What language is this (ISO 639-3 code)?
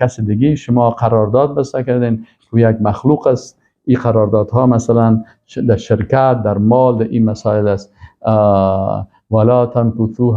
fas